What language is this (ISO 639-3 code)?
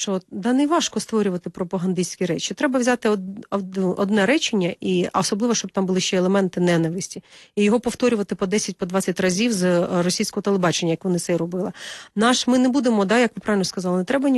ukr